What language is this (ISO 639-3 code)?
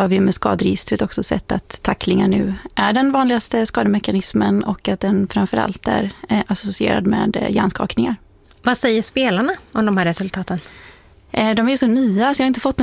swe